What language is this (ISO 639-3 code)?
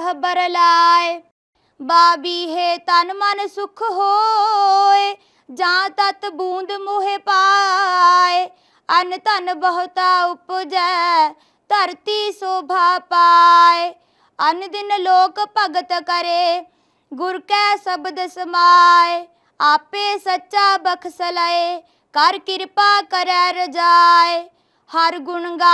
pan